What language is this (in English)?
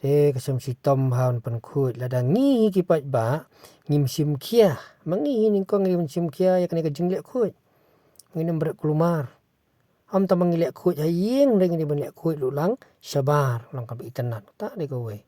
Khasi